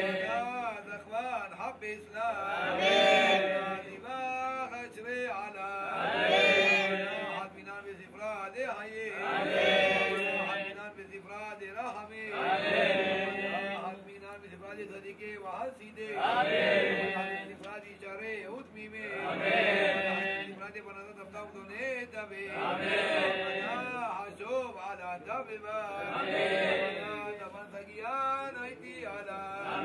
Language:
Hebrew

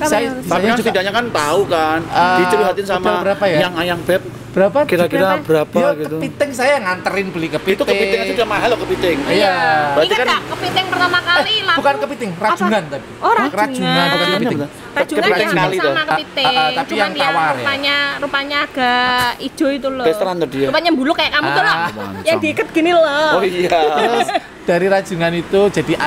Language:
Indonesian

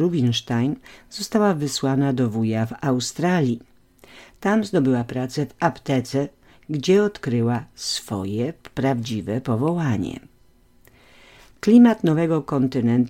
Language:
Polish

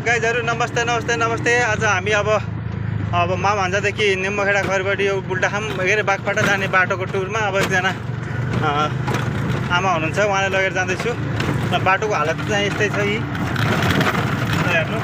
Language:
Nepali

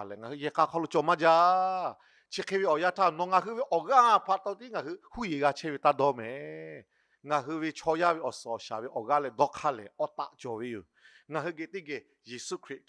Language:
Lahu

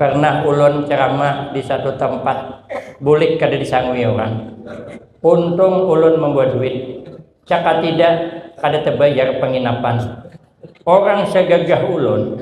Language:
Banjar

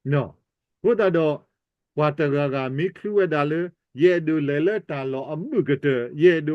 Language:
S'gaw Karen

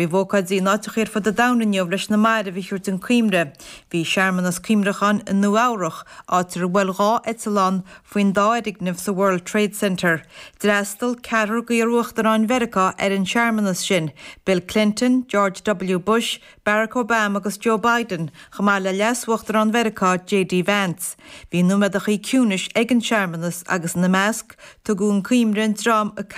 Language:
Irish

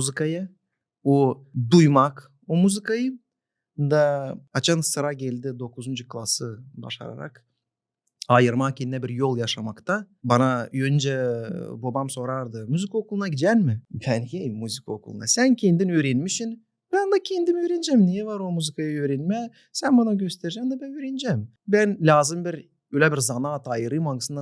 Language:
Gagauz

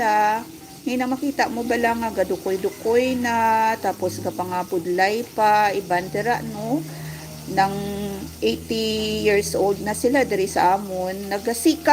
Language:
Hiligaynon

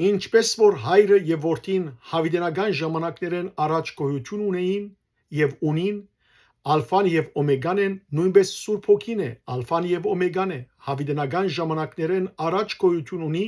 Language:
Western Armenian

